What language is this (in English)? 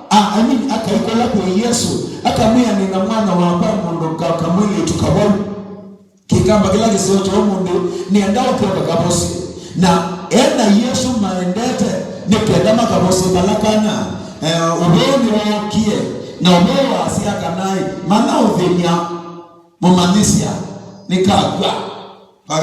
Kamba